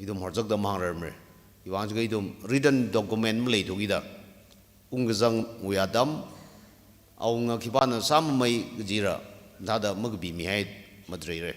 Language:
Tangkhul Naga (India)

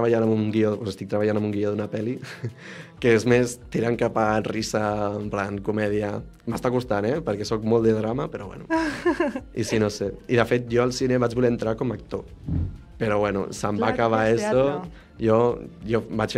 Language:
Catalan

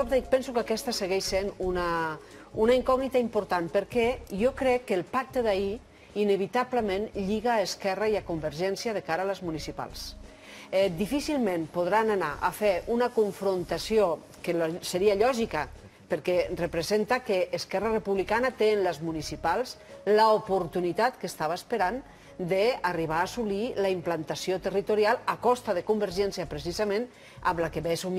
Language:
Catalan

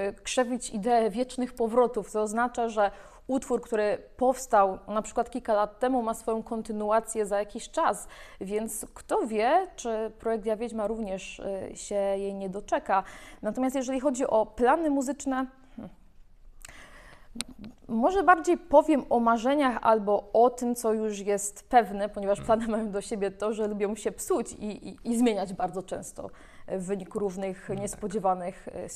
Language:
Polish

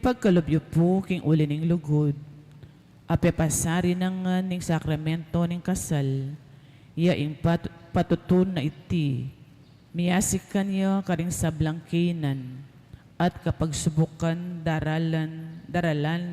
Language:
Pampanga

